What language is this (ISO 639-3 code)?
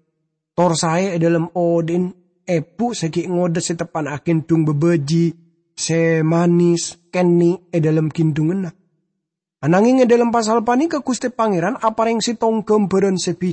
mad